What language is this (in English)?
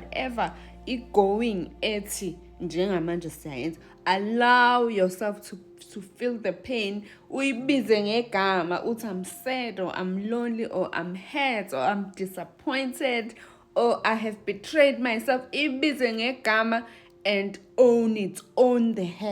Zulu